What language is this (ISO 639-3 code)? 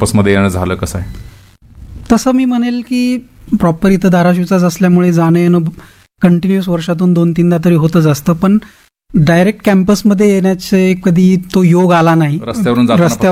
mar